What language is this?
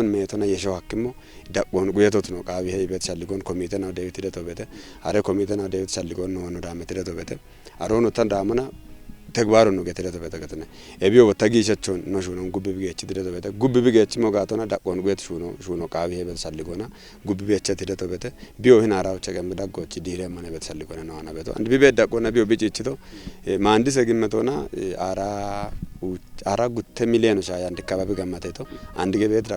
Kafa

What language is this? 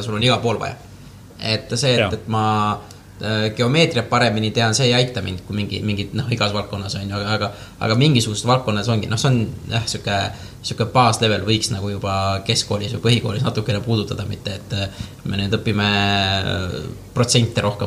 Estonian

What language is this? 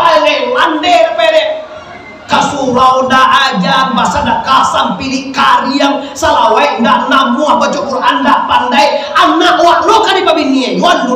Minangkabau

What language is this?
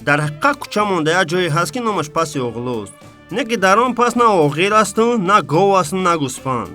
Tajik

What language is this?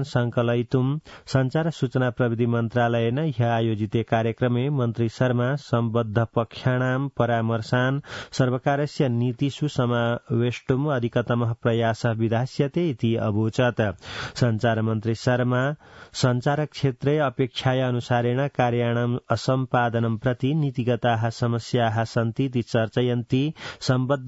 Sanskrit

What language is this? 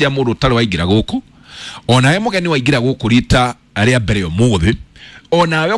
Kikuyu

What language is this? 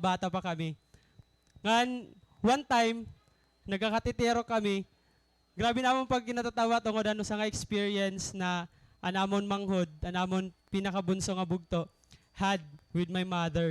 Waray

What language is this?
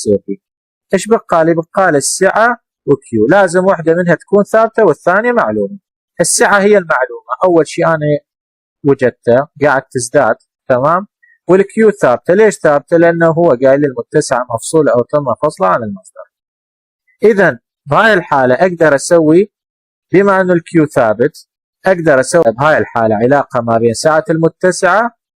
Mesopotamian Arabic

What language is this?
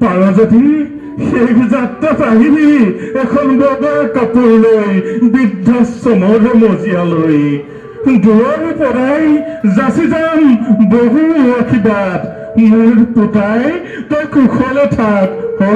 Assamese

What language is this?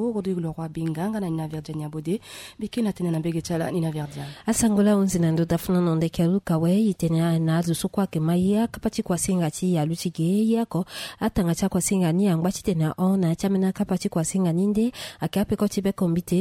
Sango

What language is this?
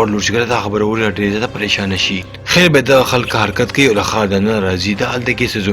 Pashto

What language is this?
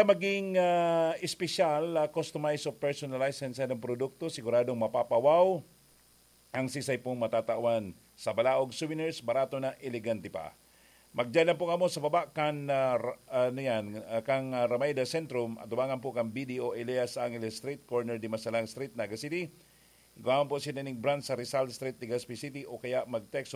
Bikol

